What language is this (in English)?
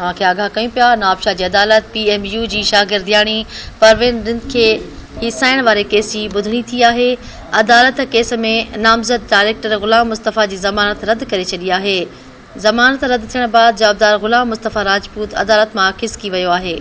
Sindhi